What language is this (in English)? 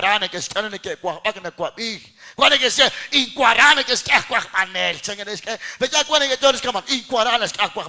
Kekchí